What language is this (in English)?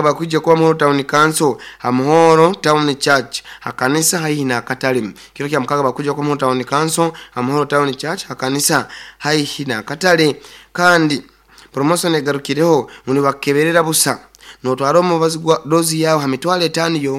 Nyankole